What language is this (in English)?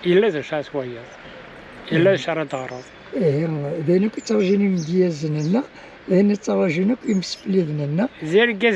Kabyle